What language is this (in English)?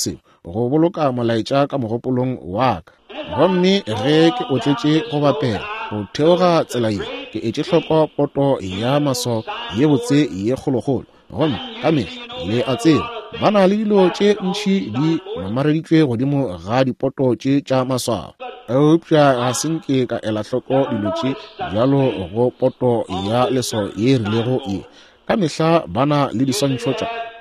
Northern Sotho